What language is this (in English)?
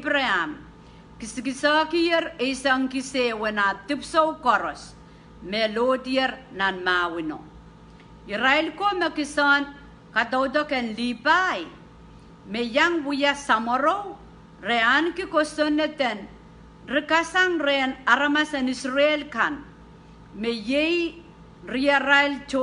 Pohnpeian